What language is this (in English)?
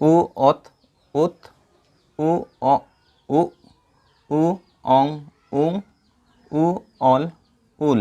Santali